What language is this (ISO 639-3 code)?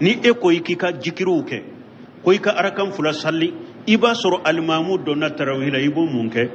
bam